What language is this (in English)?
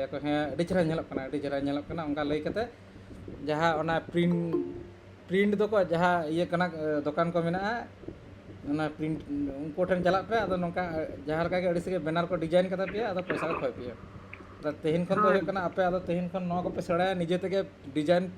Santali